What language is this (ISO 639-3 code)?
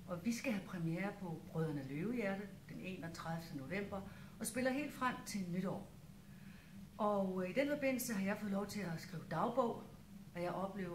dan